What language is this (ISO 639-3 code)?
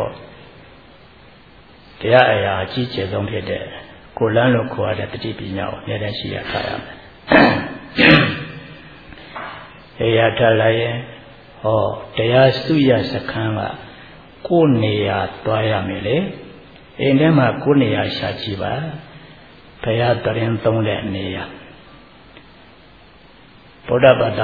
mya